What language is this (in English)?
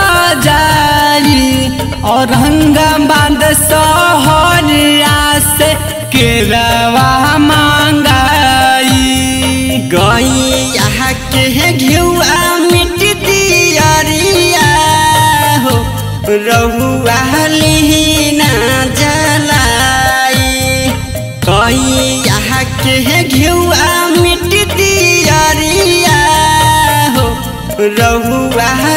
Bhojpuri